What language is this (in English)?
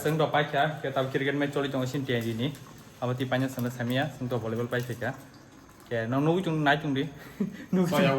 Kok Borok